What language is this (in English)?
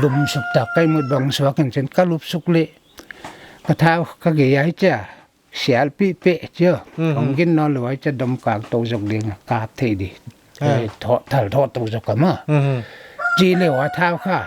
Paite Chin